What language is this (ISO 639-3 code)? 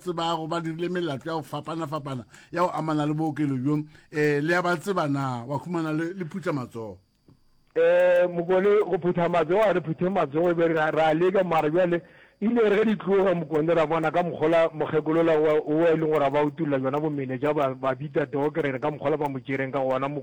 nso